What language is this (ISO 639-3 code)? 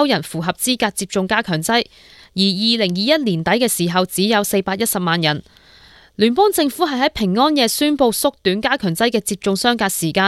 yue